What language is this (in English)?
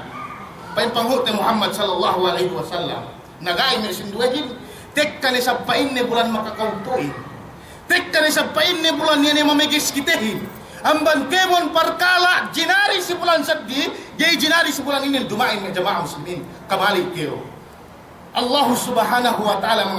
Yakan